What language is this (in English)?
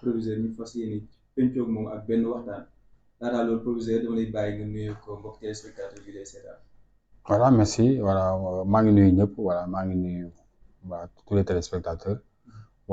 Wolof